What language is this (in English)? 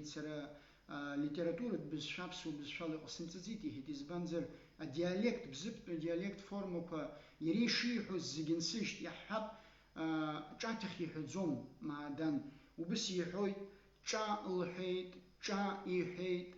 Abkhazian